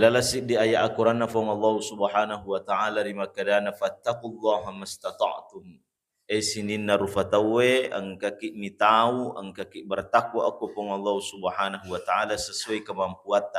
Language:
Buginese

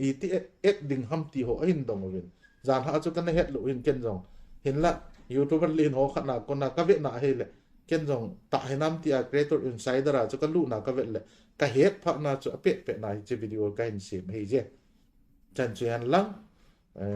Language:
Thado Chin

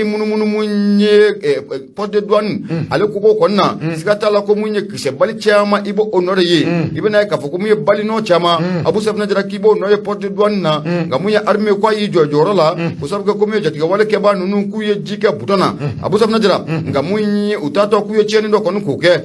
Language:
Bambara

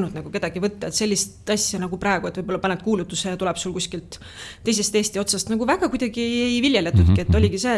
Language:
Estonian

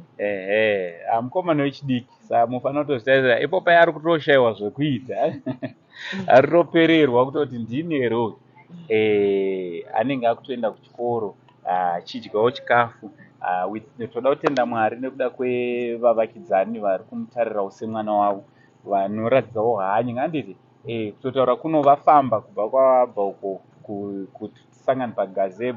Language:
Shona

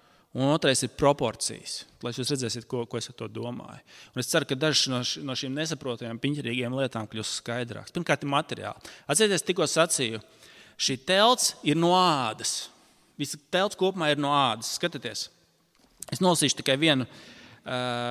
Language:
Latvian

